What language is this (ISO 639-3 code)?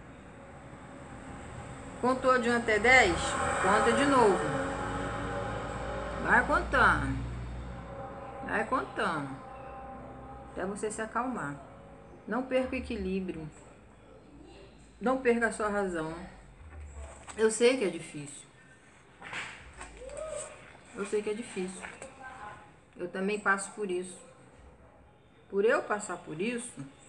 por